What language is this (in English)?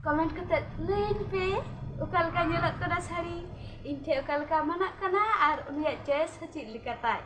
Santali